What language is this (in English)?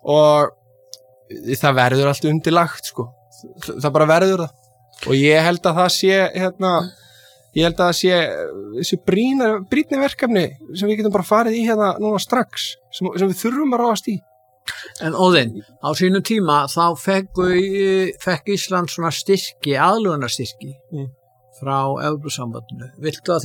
Icelandic